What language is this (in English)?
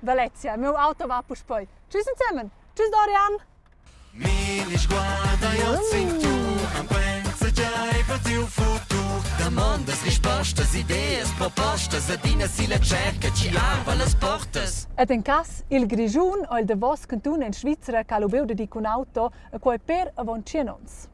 Romansh